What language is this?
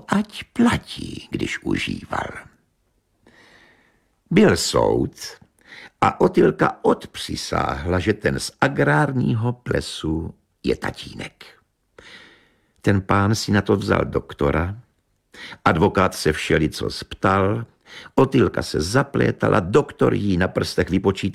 Czech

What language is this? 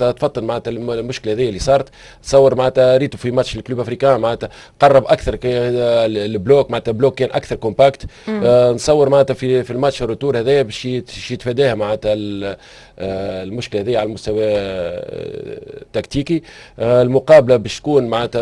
Tunisian Arabic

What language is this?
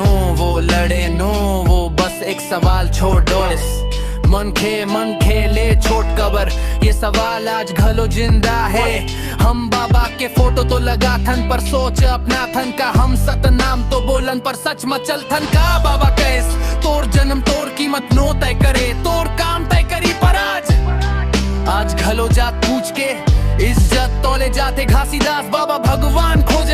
Chhattisgarhi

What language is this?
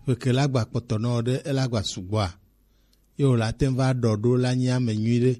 Gen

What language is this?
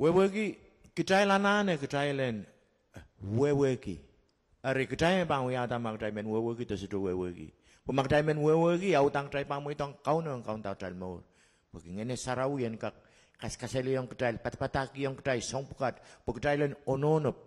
Pohnpeian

